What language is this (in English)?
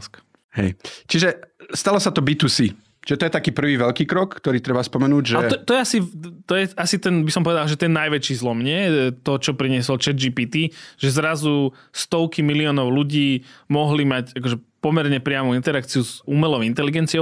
Slovak